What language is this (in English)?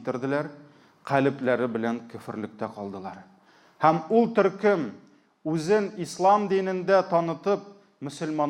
Tatar